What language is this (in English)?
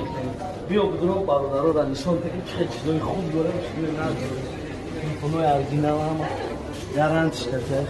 Tajik